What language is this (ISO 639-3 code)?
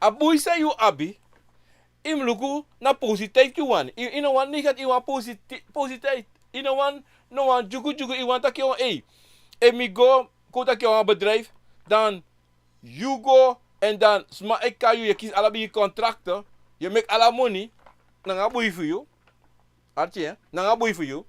srn